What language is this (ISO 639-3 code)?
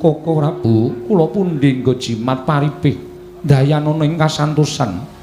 jav